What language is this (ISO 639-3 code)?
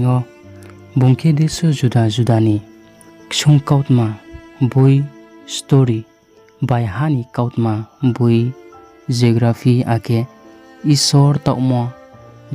ria